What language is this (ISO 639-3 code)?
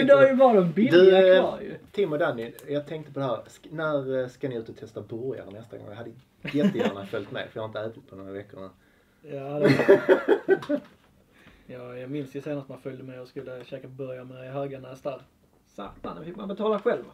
swe